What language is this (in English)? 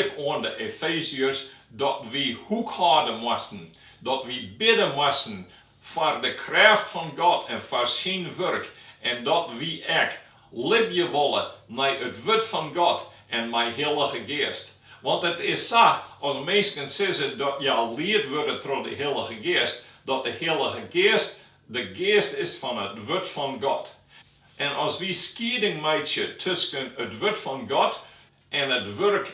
Western Frisian